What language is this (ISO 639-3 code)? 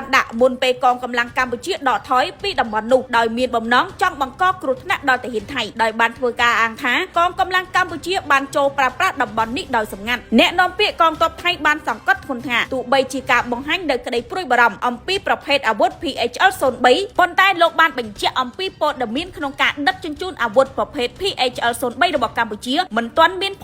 khm